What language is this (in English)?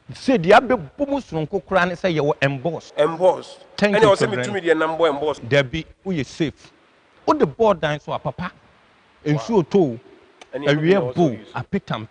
Akan